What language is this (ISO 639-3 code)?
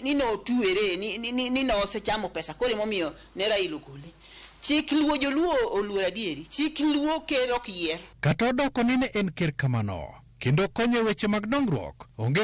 luo